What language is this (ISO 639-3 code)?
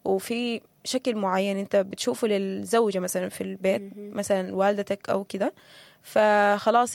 apd